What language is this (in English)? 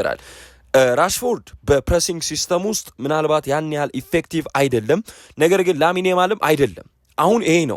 Amharic